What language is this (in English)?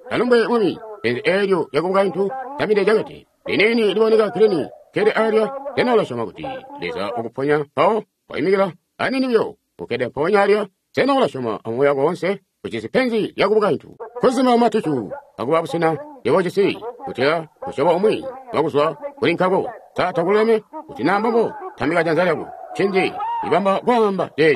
Tonga (Zambia)